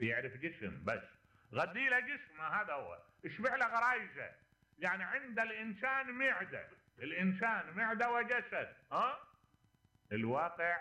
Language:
Mesopotamian Arabic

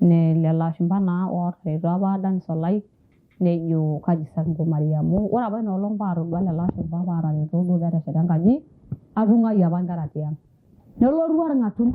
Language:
Masai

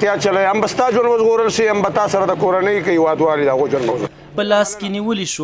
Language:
Pashto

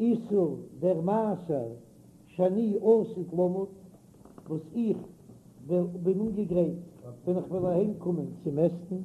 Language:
Yiddish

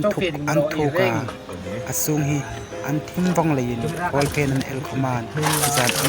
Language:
Hmar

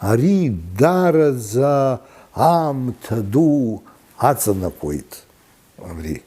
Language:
Abkhazian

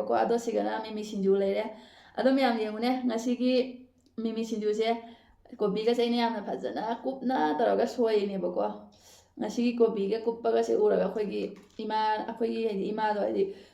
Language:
Manipuri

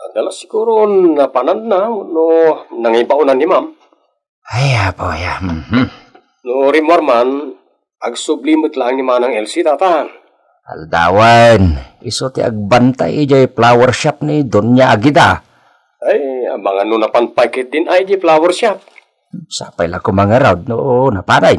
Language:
Iloko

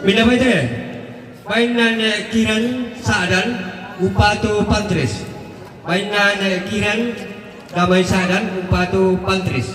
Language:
Toraja-Sa'dan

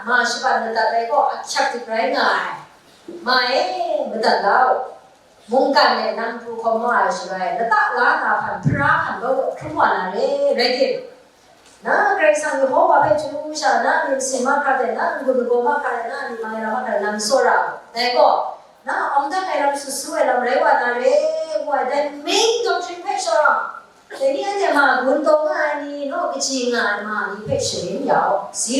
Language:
Kachin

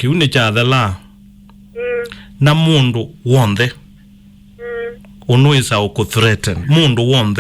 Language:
Kamba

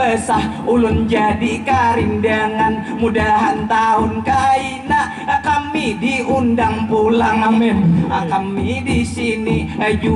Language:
Banjar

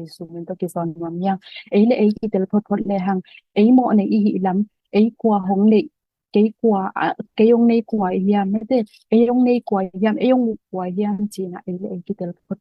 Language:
Tedim Chin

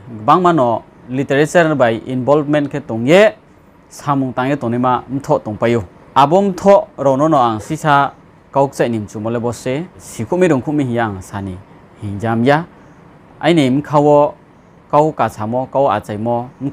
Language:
Riang (India)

